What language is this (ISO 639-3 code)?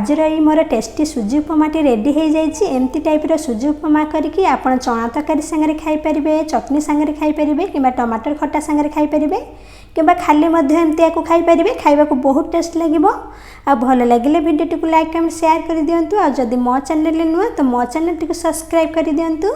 ori